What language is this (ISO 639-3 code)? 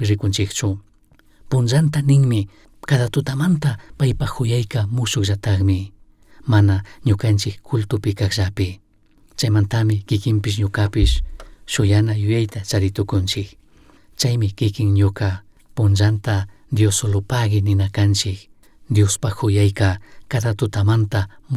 qug